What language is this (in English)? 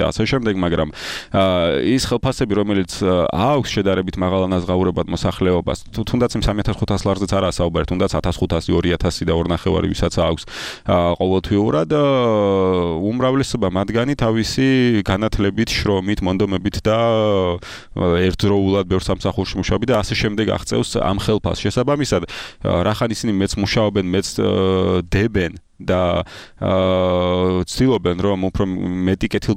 Georgian